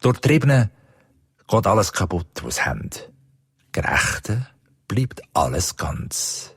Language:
Swiss German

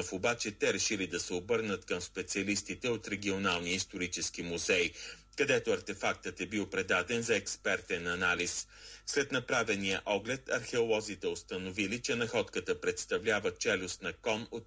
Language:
Bulgarian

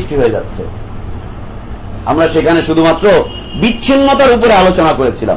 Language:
Bangla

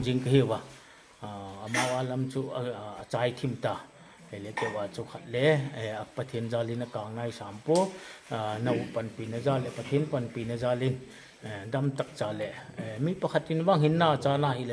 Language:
Paite Chin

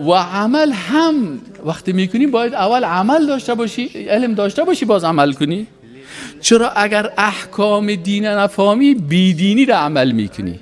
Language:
Persian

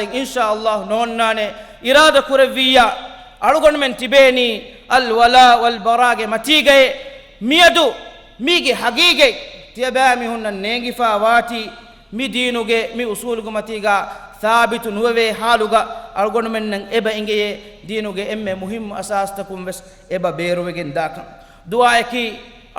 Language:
Divehi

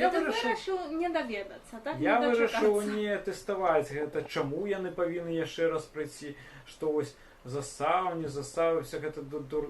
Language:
Belarusian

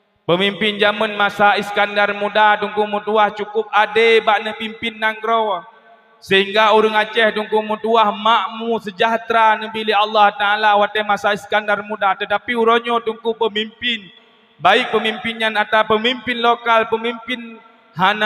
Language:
Achinese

